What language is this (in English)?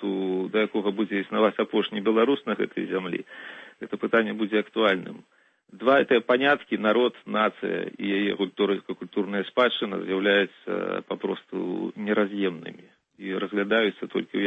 Belarusian